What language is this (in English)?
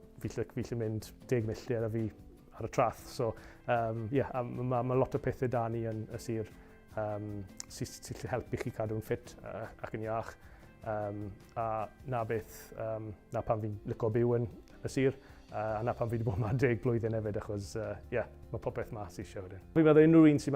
Welsh